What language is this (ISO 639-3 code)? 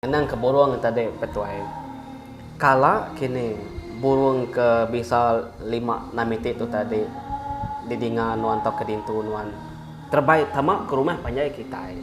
iba